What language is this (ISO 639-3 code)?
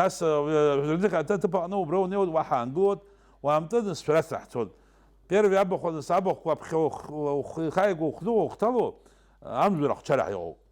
abk